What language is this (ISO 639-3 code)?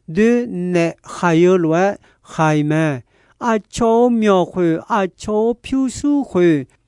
ahk